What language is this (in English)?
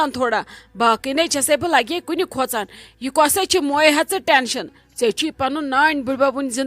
Kashmiri